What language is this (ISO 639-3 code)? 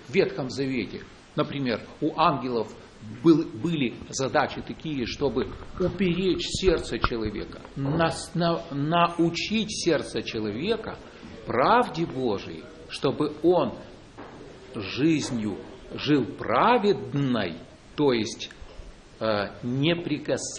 rus